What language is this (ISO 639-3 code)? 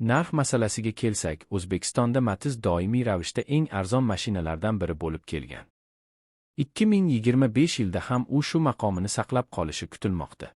uzb